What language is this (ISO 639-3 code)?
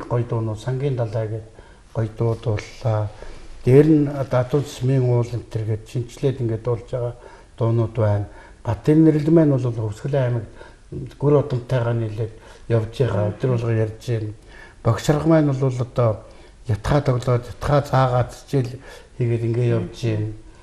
mon